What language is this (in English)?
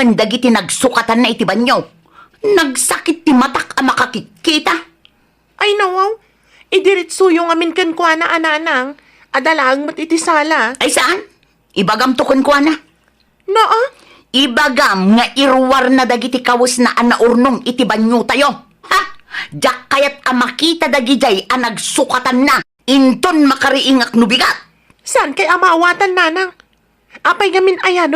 Iloko